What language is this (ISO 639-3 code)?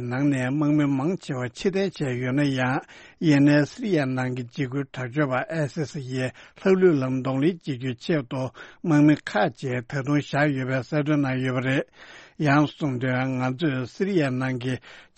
bod